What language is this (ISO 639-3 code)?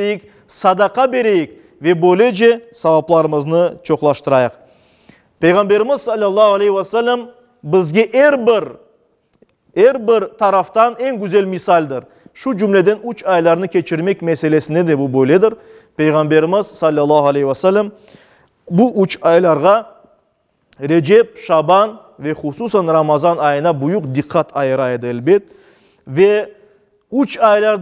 crh